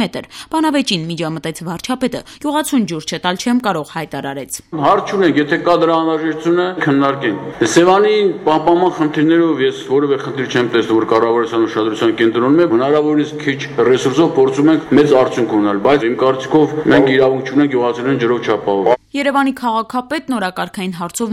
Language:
Armenian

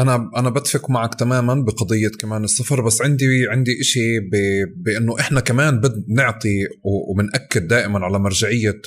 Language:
North Levantine Arabic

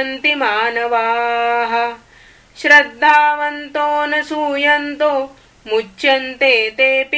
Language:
Sanskrit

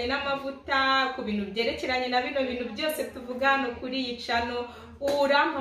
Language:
Kinyarwanda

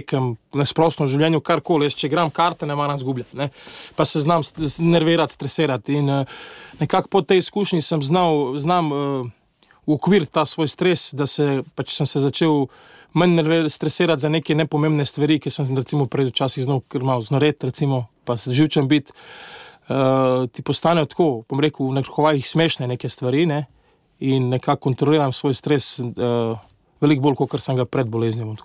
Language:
Slovenian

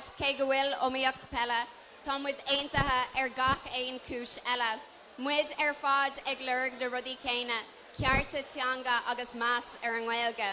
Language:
Irish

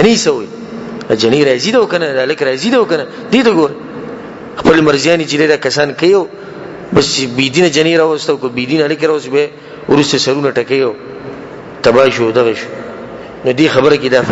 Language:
Pashto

